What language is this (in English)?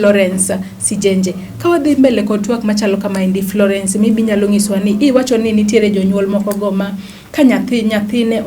Luo (Kenya and Tanzania)